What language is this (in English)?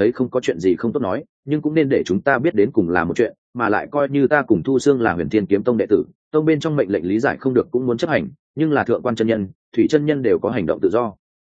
Vietnamese